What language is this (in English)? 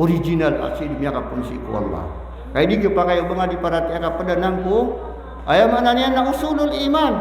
Maranao